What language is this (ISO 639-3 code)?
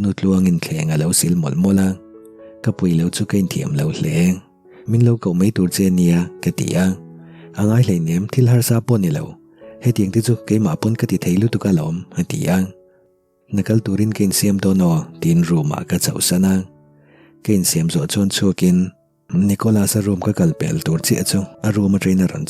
lus